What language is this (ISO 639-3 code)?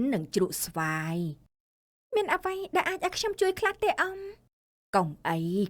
khm